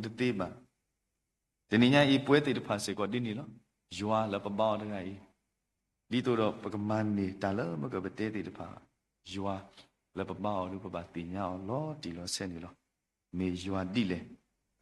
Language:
S'gaw Karen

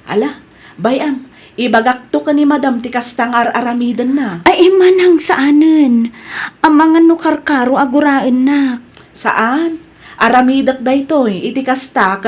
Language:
Iloko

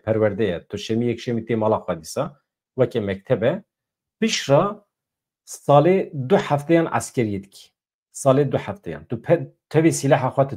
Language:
Kurdish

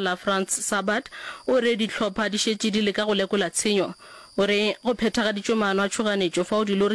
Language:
Northern Sotho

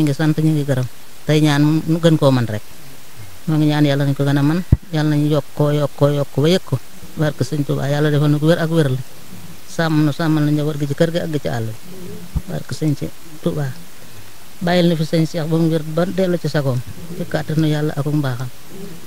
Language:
Wolof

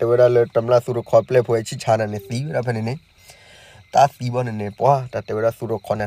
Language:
S'gaw Karen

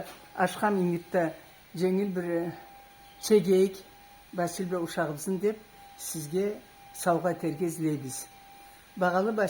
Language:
Karachay-Balkar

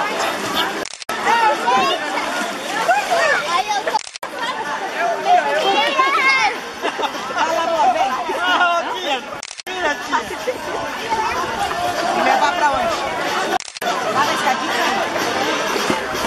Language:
Portuguese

